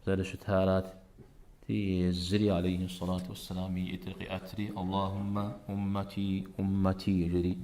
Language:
Kabardian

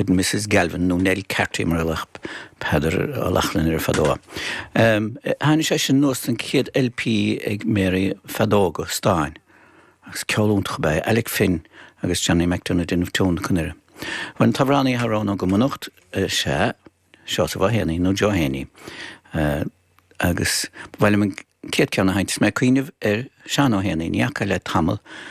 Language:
Irish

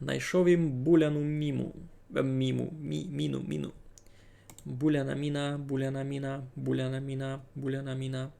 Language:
Rusyn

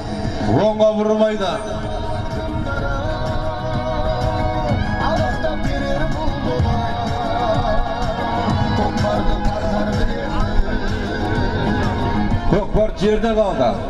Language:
Kazakh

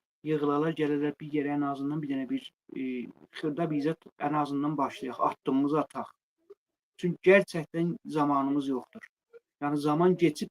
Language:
Azerbaijani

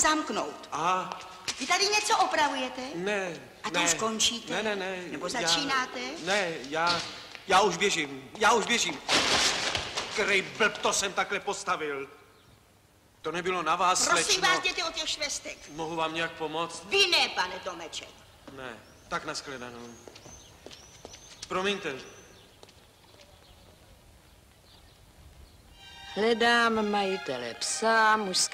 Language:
Czech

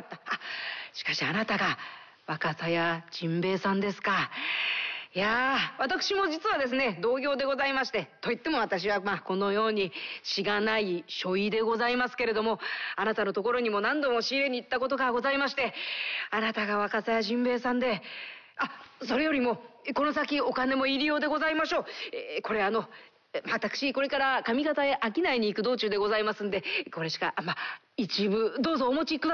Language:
Japanese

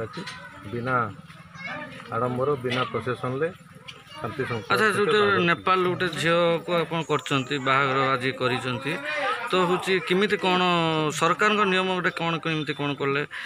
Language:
Odia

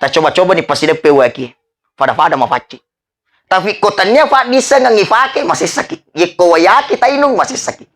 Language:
Buginese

